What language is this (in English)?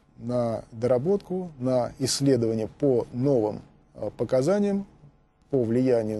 Russian